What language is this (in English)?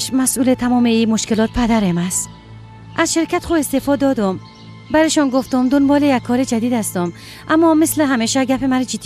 Persian